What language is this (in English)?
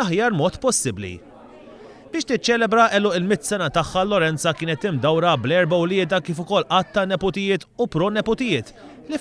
Maltese